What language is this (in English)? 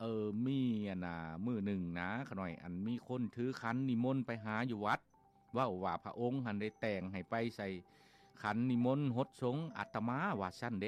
Lao